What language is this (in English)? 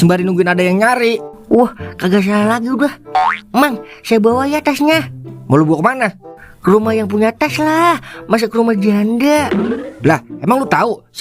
Betawi